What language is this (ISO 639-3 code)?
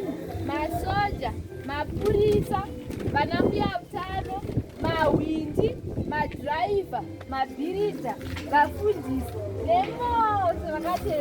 sna